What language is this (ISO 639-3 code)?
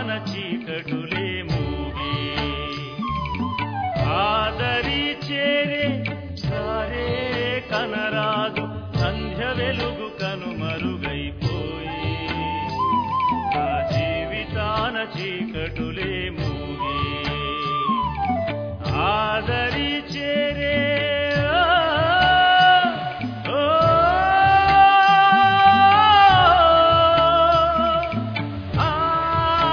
tel